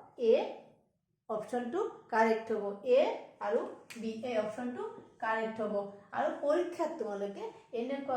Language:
Assamese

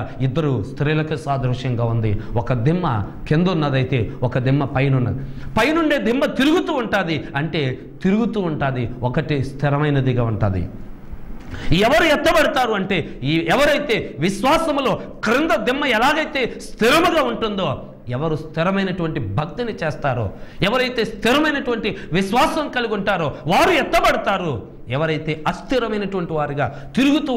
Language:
Telugu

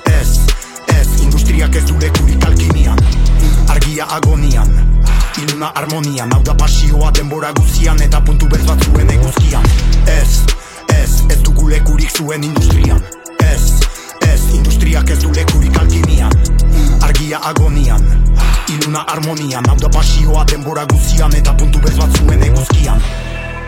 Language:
Basque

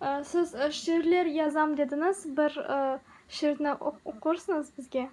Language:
Crimean Tatar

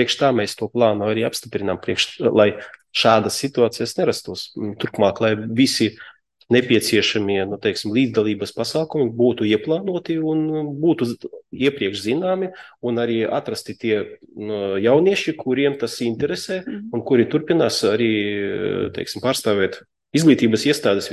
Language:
Latvian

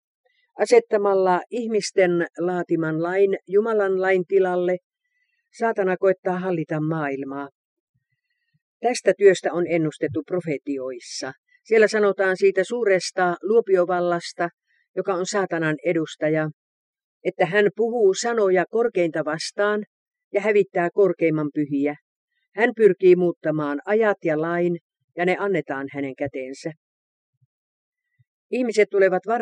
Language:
Finnish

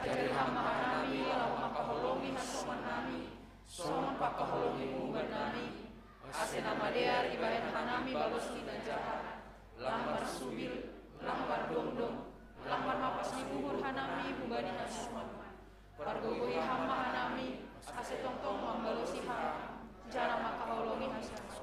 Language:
Batak Simalungun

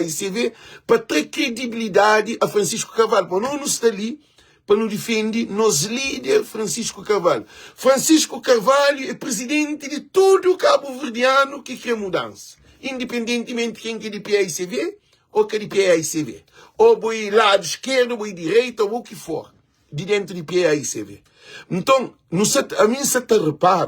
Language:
Kabuverdianu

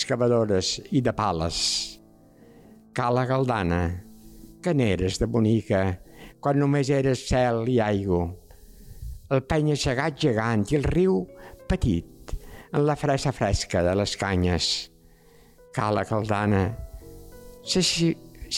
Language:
Catalan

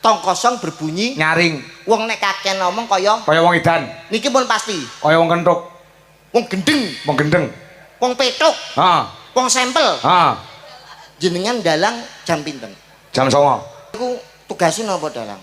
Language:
Javanese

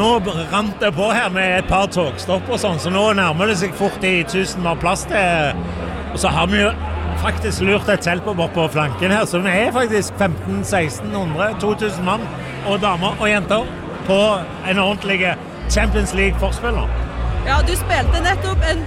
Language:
Norwegian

